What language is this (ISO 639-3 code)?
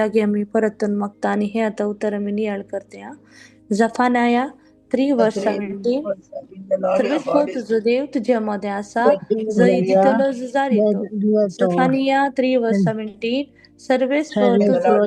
kok